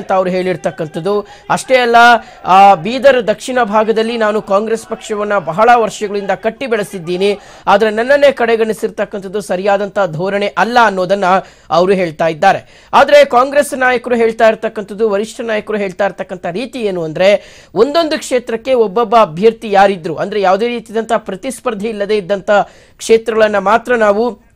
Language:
Kannada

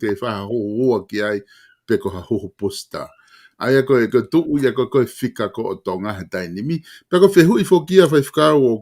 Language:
Tongan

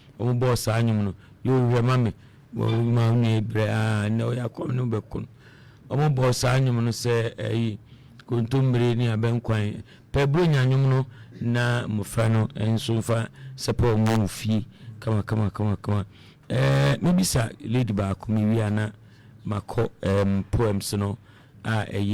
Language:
Akan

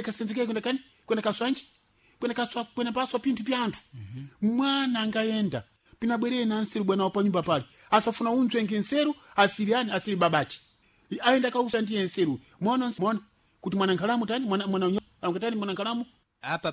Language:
Sena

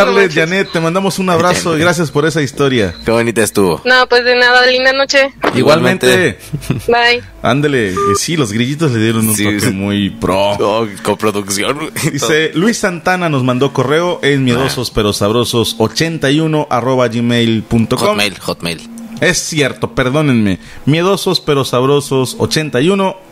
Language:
Spanish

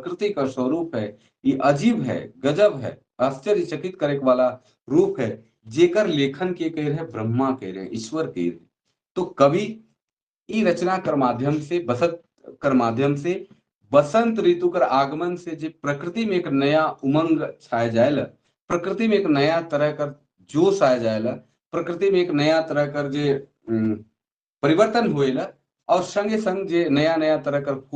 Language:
Sadri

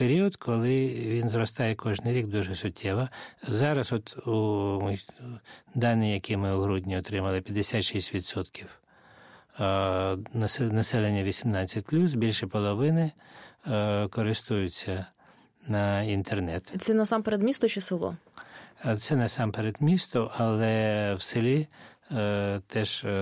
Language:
Ukrainian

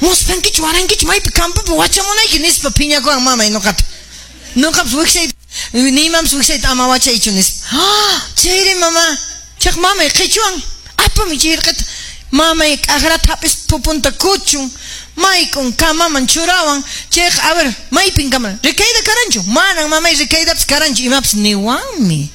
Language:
Quechua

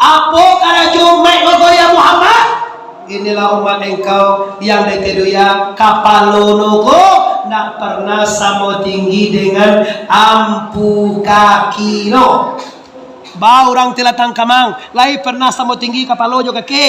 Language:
Minangkabau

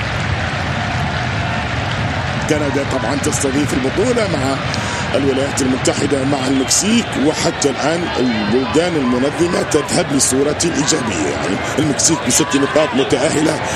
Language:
Arabic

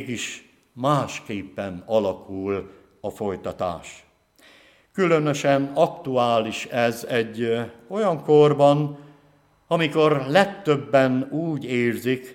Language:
Hungarian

